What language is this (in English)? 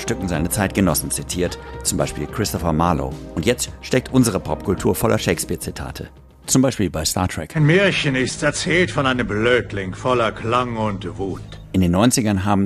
German